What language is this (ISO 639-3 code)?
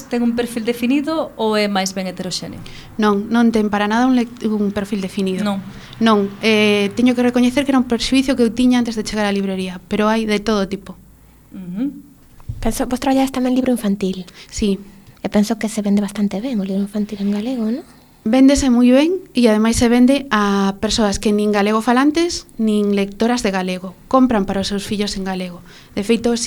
glg